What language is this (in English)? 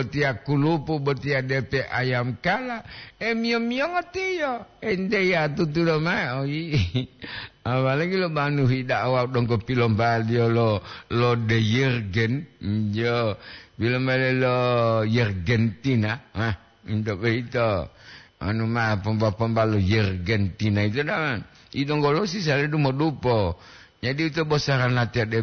Gorontalo